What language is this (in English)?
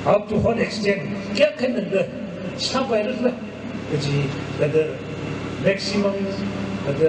Tangkhul Naga (India)